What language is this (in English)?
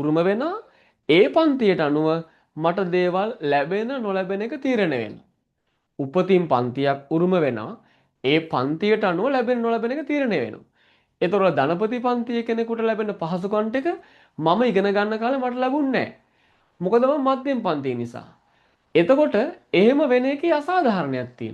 Sinhala